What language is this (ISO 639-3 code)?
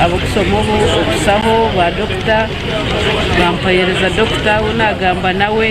nyn